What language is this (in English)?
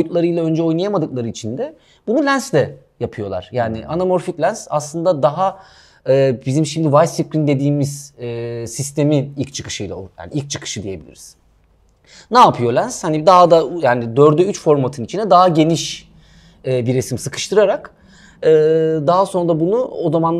Turkish